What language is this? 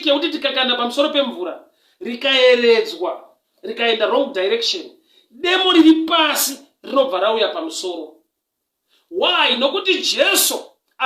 Shona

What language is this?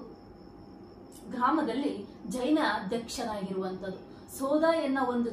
Kannada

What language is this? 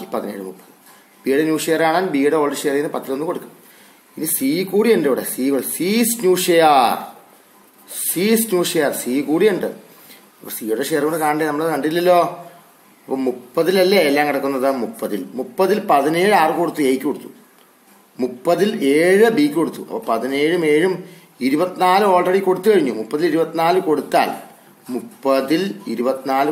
Malayalam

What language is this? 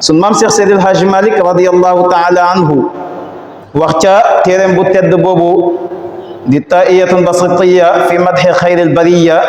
Wolof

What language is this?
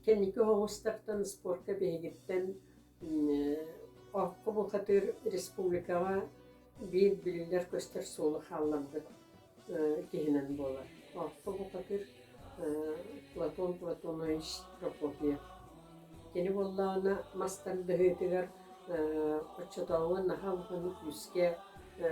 Yakut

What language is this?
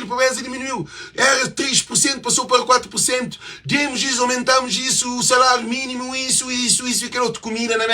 Kabuverdianu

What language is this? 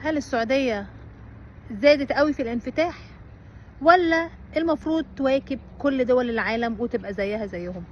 Egyptian Arabic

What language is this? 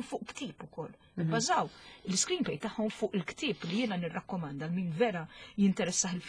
Maltese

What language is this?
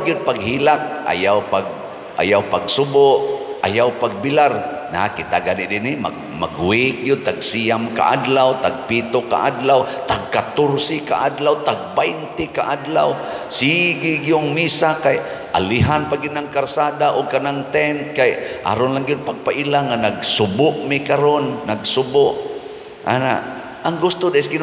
Cebuano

